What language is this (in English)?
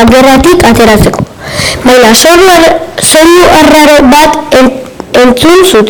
Basque